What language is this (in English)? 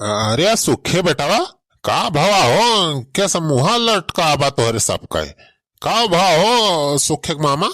Awadhi